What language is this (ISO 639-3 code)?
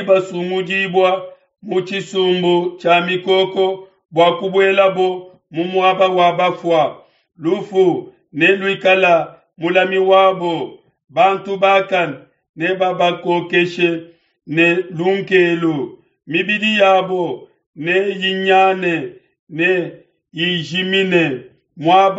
lua